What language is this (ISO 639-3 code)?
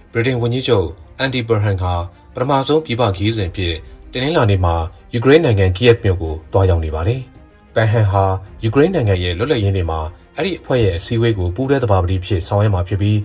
mya